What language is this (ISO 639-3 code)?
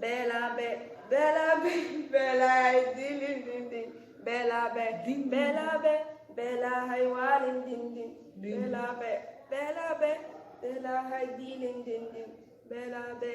som